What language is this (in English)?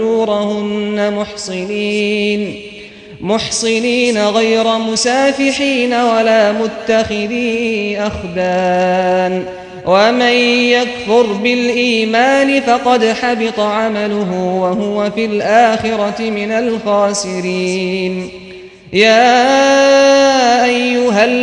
Arabic